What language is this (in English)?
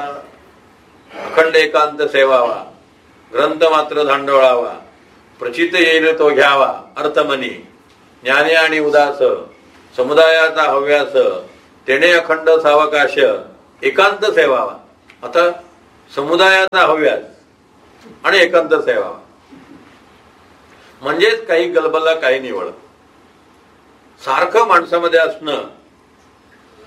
Marathi